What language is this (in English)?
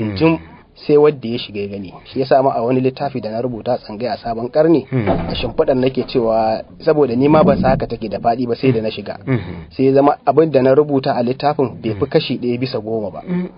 Hausa